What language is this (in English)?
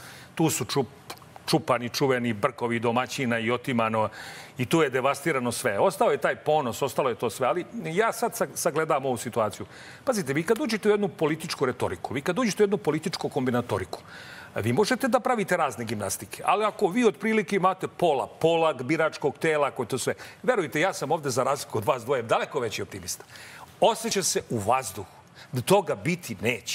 Serbian